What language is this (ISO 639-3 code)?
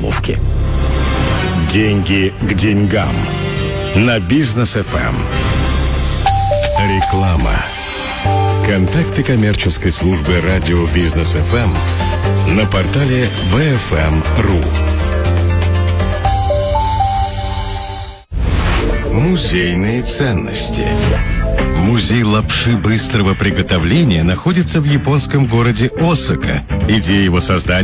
rus